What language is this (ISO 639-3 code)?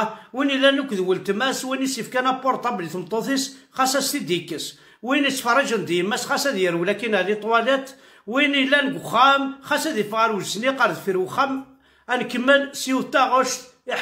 kab